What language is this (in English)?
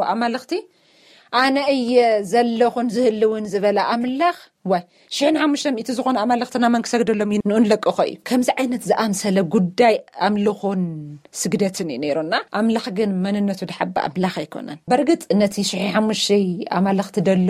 Tigrinya